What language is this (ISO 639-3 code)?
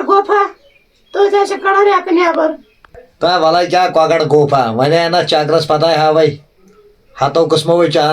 kas